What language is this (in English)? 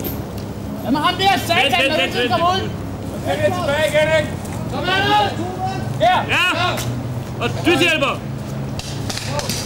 Danish